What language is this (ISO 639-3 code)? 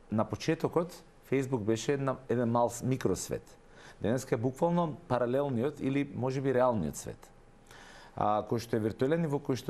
mkd